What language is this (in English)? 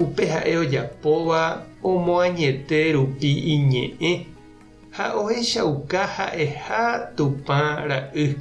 Guarani